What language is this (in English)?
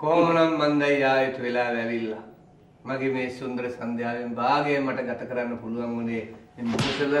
Sinhala